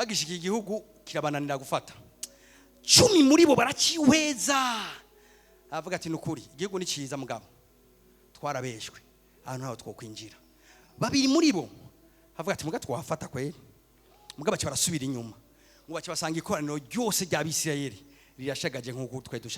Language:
Rundi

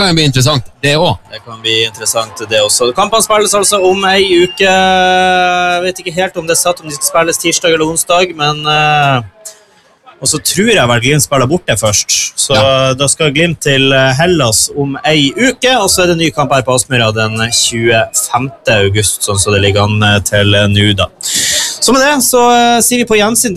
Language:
Norwegian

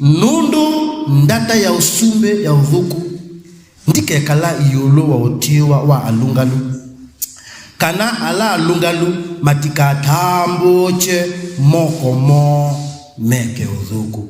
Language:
Kamba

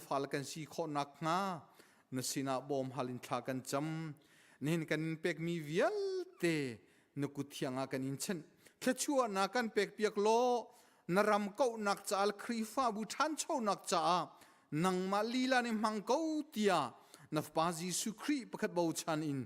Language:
Hakha Chin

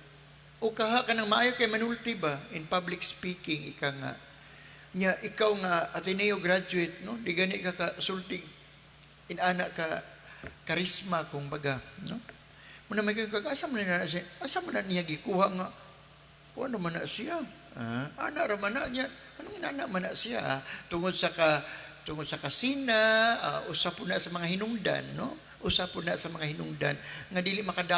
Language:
Cebuano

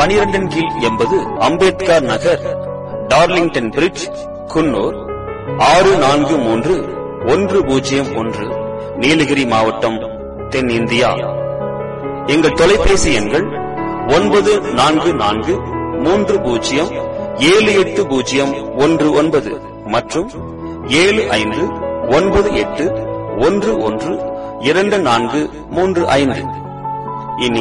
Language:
Tamil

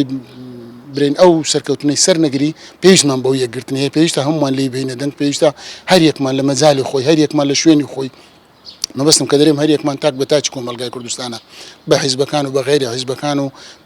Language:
Central Kurdish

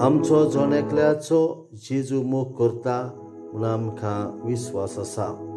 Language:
Konkani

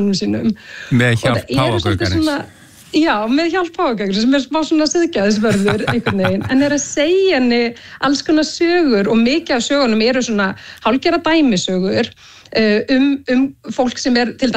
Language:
Icelandic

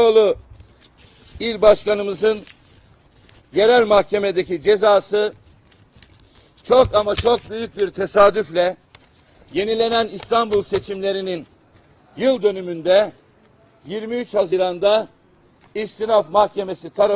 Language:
Turkish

